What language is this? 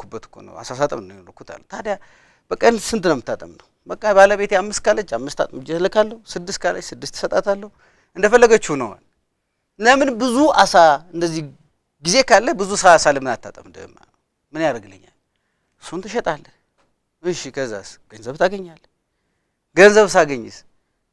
Amharic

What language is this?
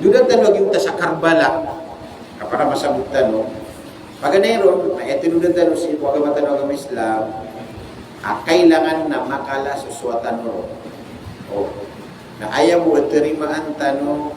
Maranao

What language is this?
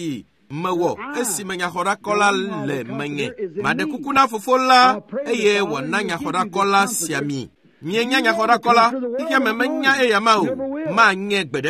Ewe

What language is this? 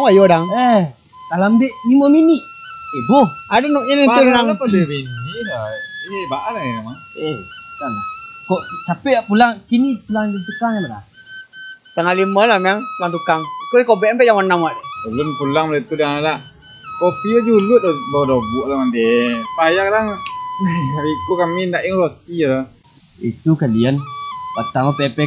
Minangkabau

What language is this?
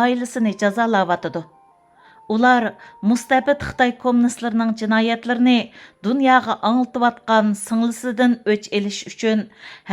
Uyghur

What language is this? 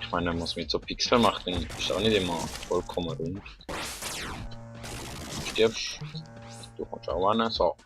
Swiss German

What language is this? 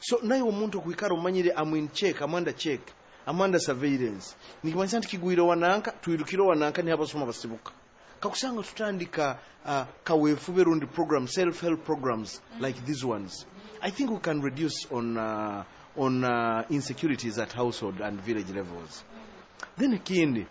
Nyoro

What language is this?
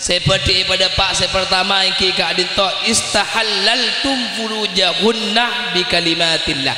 Madurese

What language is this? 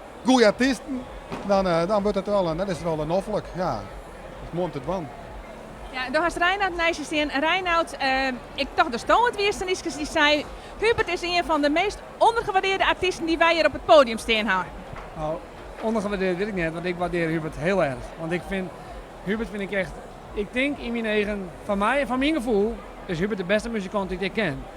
Western Frisian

